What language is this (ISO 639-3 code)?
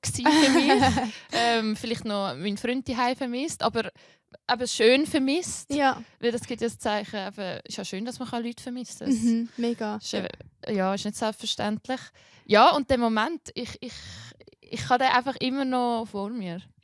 gsw